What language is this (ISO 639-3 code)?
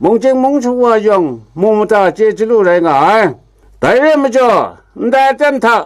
kac